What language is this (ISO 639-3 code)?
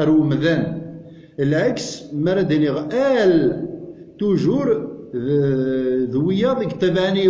kab